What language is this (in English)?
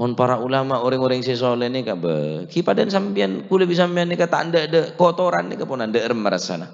Madurese